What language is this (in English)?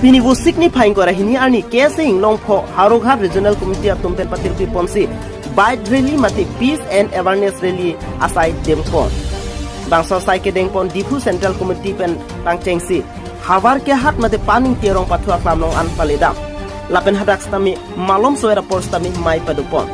Karbi